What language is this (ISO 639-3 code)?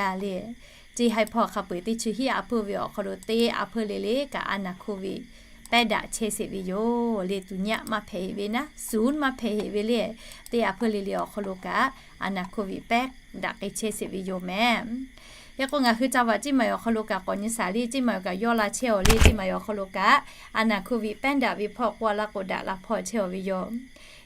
lhu